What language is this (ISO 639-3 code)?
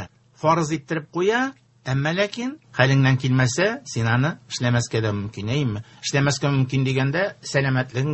tat